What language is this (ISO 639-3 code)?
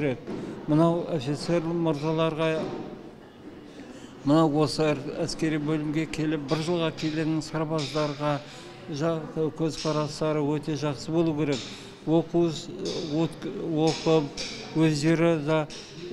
kaz